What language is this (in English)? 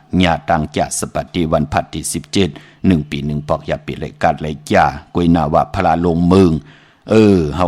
Shan